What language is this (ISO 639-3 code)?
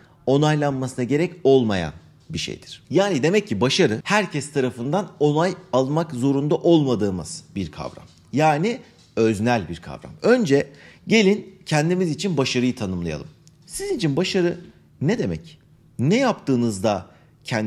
tur